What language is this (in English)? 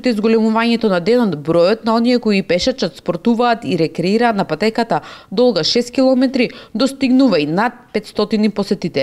Macedonian